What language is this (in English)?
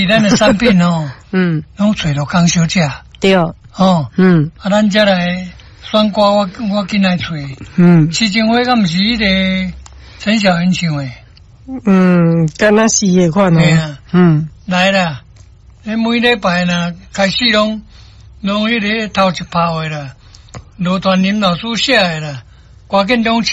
Min Nan Chinese